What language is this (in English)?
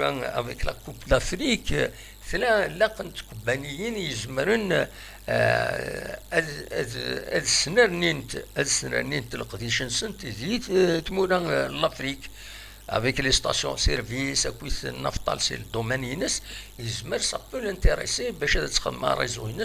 Kabyle